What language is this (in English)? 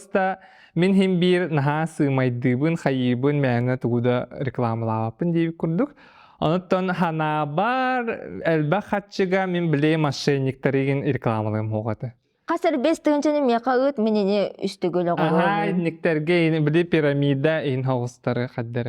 Yakut